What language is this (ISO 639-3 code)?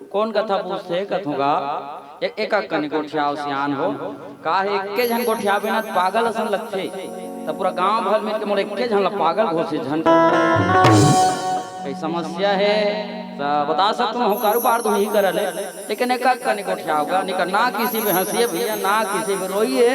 hne